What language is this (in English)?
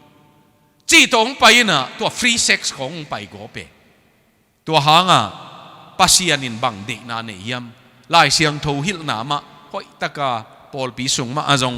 Tedim Chin